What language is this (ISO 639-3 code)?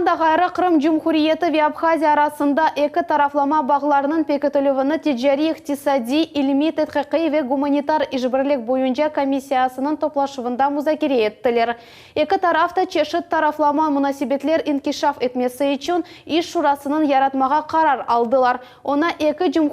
crh